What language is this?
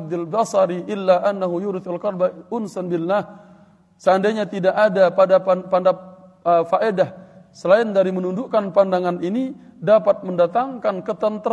Indonesian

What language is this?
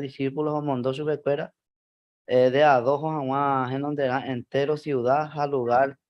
Guarani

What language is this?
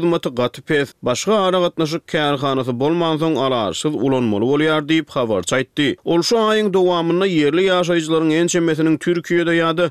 Turkmen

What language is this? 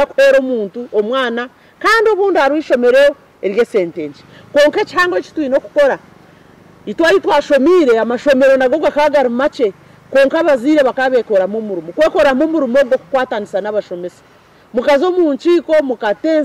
Nyankole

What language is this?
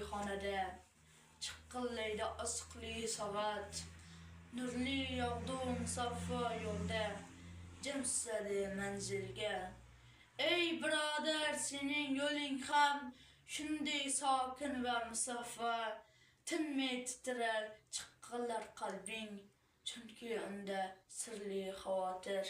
Uzbek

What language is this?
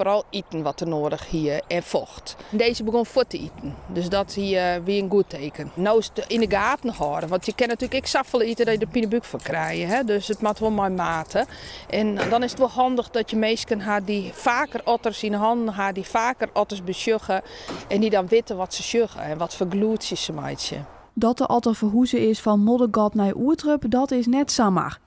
Western Frisian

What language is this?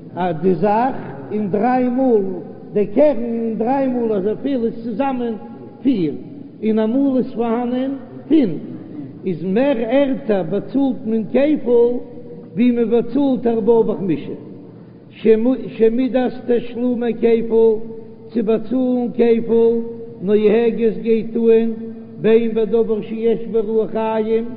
Yiddish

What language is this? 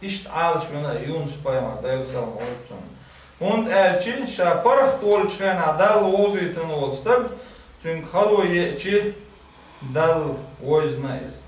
Chechen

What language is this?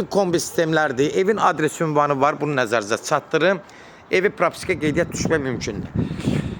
Azerbaijani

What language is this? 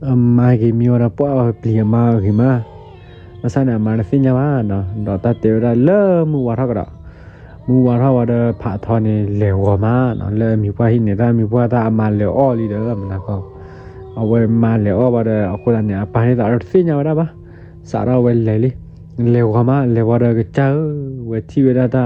S'gaw Karen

